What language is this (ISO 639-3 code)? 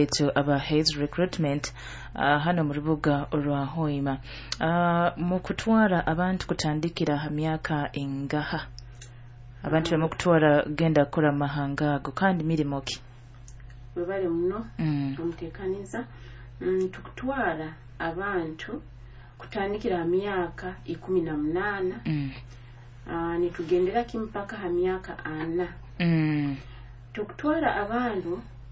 nyo